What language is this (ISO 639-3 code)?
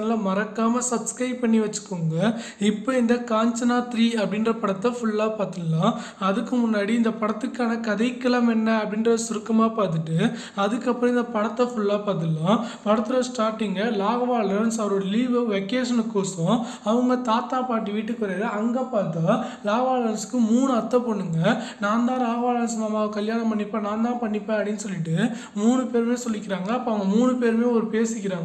tam